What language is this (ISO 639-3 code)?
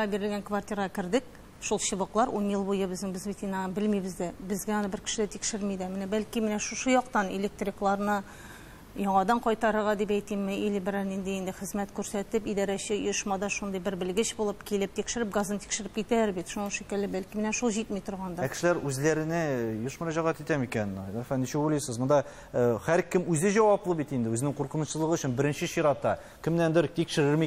tat